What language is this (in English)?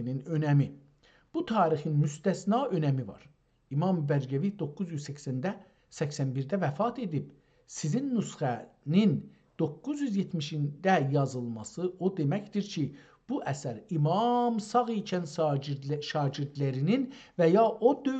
South Azerbaijani